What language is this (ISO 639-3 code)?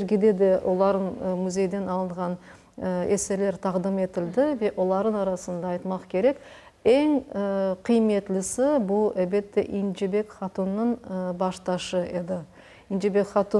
crh